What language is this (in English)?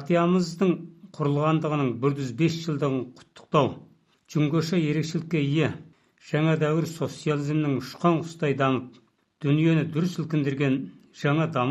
Kazakh